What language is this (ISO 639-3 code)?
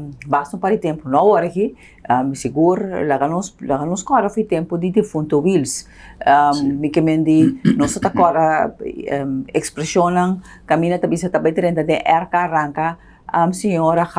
pap